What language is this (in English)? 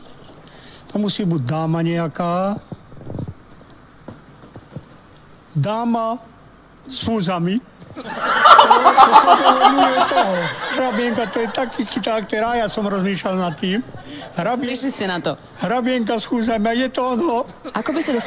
Slovak